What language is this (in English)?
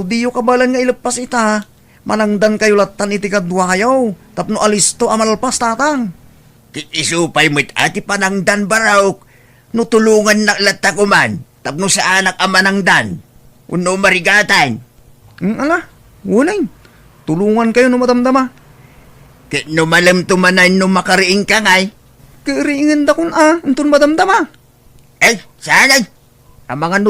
Iloko